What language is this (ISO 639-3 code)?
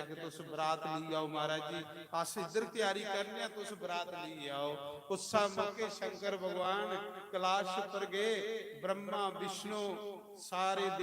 doi